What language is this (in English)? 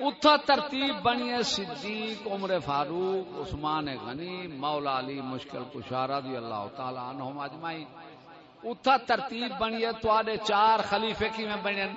Saraiki